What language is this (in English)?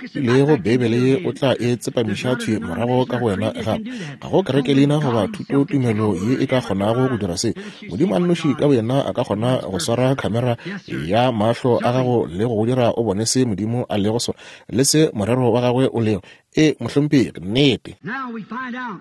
Northern Sotho